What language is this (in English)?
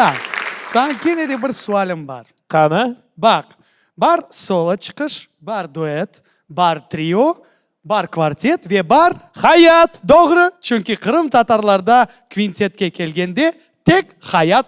Crimean Tatar